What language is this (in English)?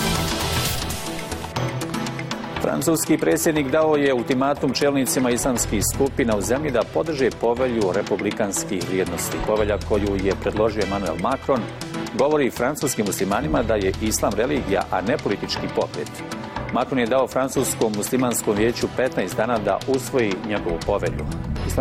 Bosnian